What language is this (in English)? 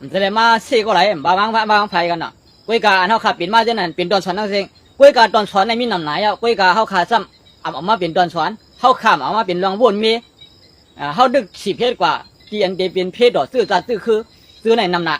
Shan